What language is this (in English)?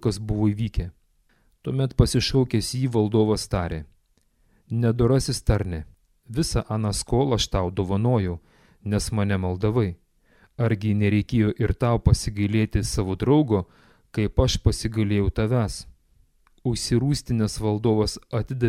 Lithuanian